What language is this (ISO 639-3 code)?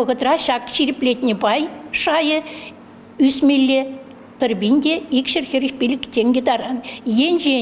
chv